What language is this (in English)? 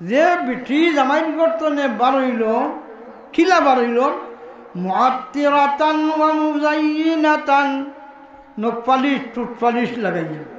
Sylheti